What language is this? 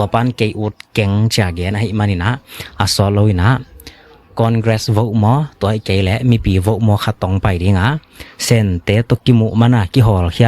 Tedim Chin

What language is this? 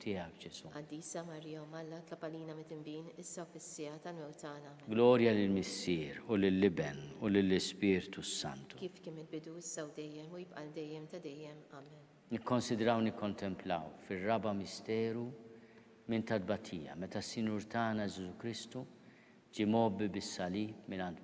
Maltese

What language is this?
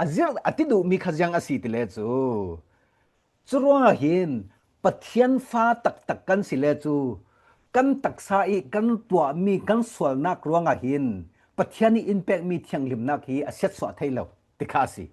Falam Chin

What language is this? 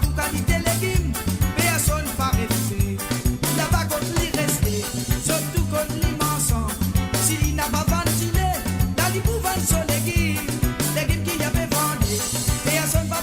Morisyen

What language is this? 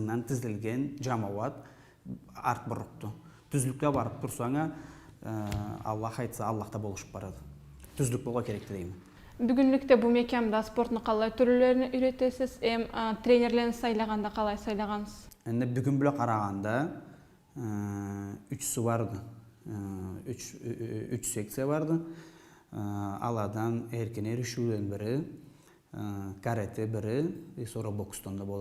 Karachay-Balkar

